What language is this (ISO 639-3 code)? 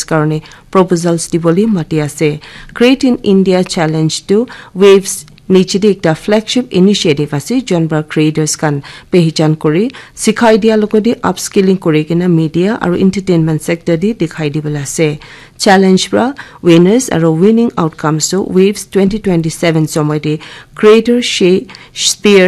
nag